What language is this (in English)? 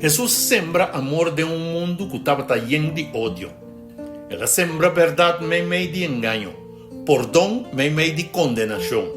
Papiamento